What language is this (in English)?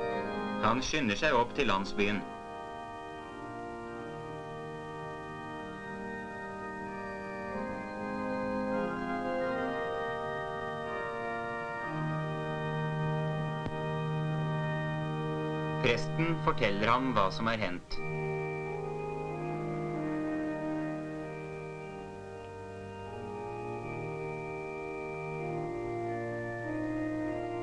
Norwegian